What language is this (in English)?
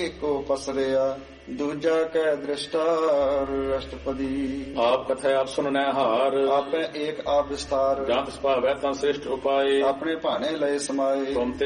Punjabi